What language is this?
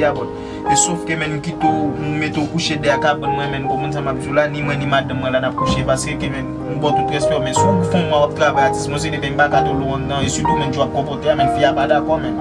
Haitian Creole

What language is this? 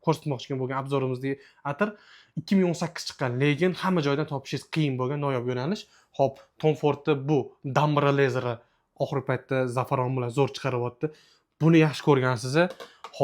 Uzbek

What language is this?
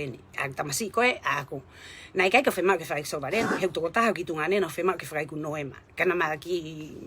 Tongan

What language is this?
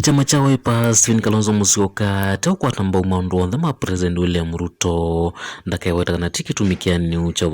Kamba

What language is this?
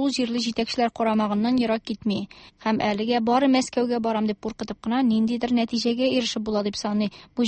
Tatar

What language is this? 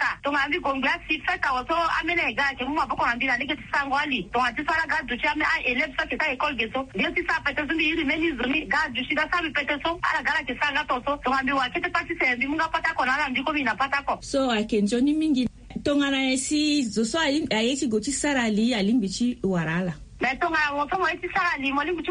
Sango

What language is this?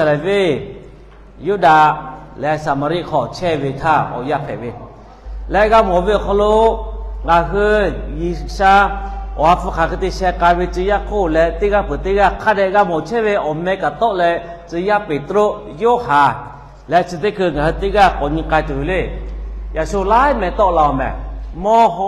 Lahu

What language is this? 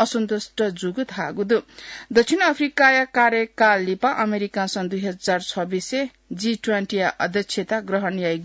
Newari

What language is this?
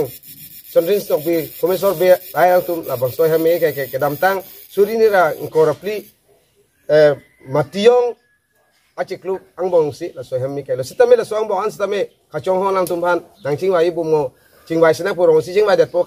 Karbi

